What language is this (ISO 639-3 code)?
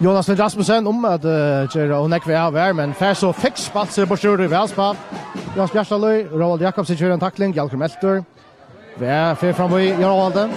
fao